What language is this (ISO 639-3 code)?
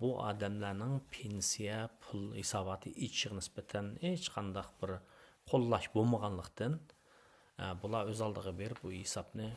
uig